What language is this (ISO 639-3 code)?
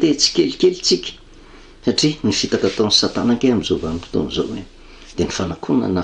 mlg